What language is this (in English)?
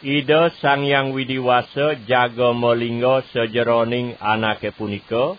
Balinese